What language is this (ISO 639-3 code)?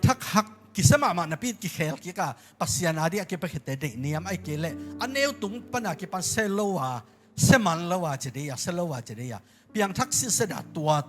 ctd